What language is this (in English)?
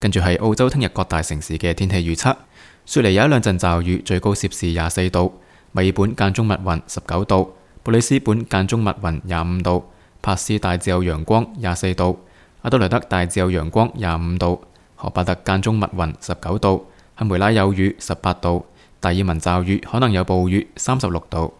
Cantonese